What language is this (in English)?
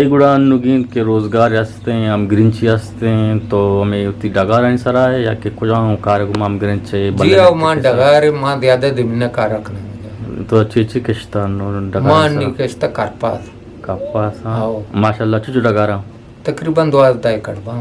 Eastern Balochi